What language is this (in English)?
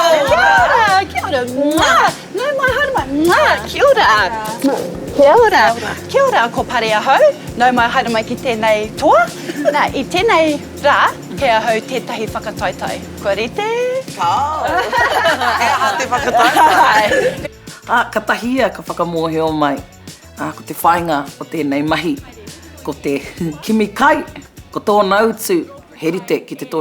Māori